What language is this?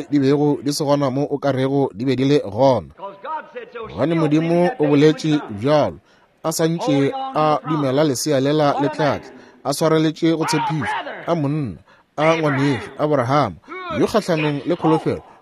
Northern Sotho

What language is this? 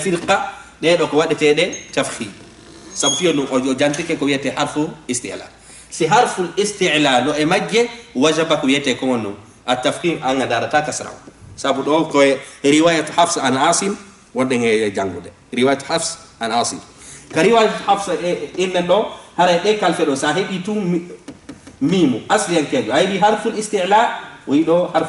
Fula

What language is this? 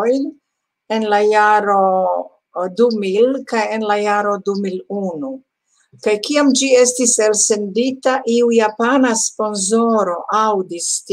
Esperanto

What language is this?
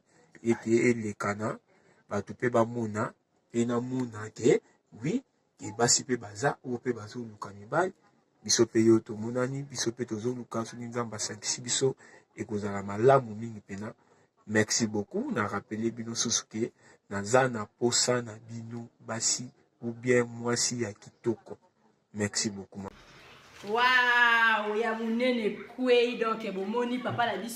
Lingala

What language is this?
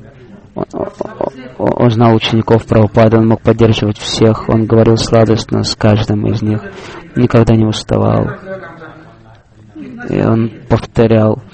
Russian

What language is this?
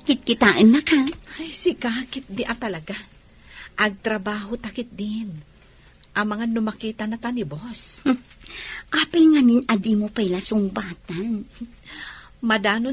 Iloko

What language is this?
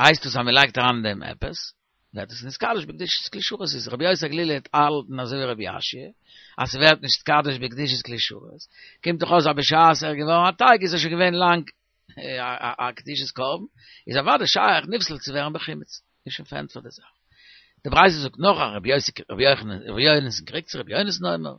Yiddish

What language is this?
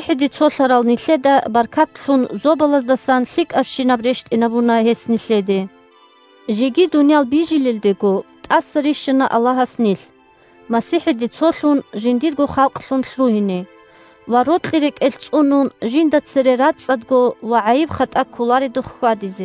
Avaric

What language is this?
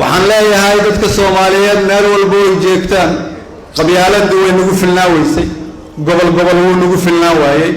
Somali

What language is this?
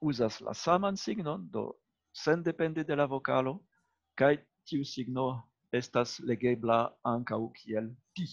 Esperanto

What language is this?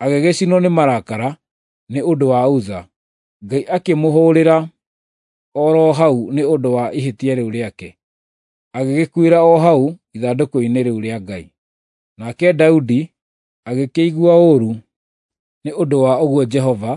Kikuyu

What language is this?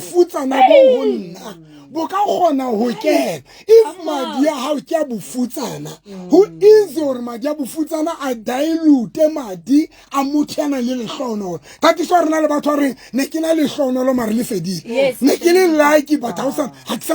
Southern Sotho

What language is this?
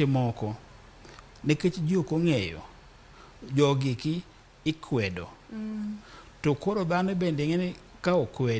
Luo (Kenya and Tanzania)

